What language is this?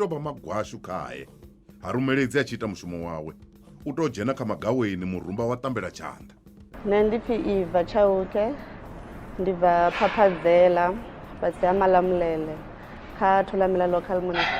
Venda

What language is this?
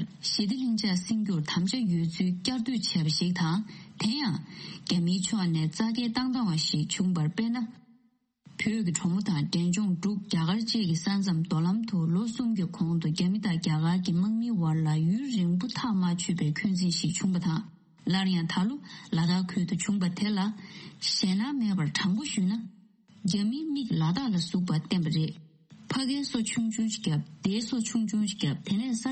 Tibetan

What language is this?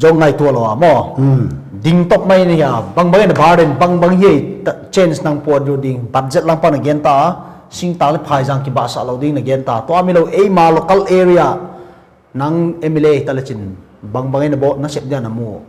Paite Chin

